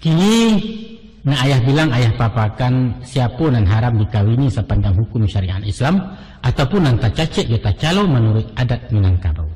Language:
Minangkabau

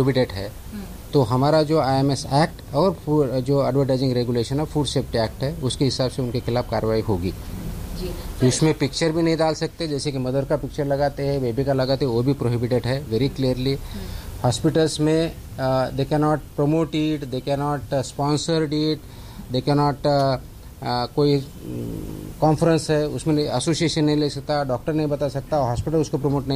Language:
Hindi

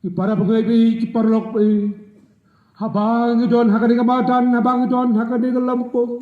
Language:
Khasi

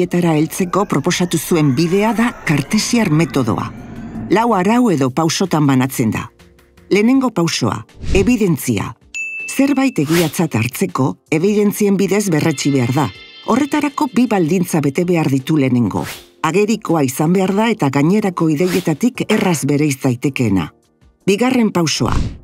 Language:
Basque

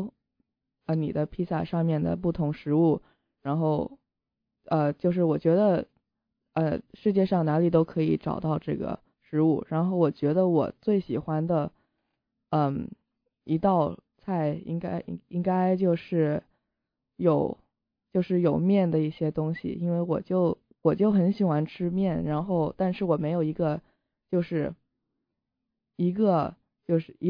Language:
Chinese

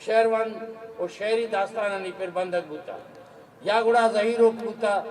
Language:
Eastern Balochi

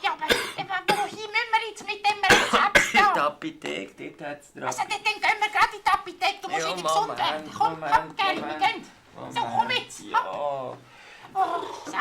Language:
Swiss German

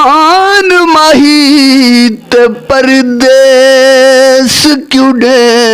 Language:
Saraiki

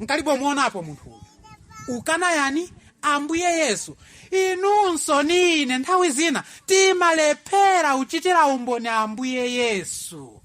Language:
Nyanja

